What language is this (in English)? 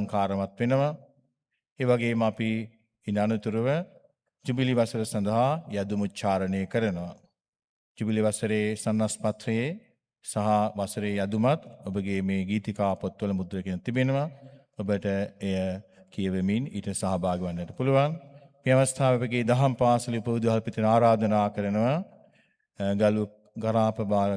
Sinhala